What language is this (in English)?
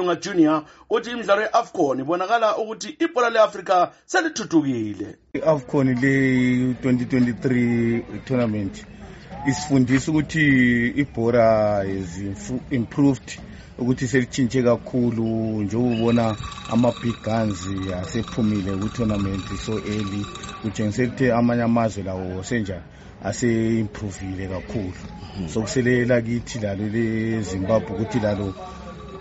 North Ndebele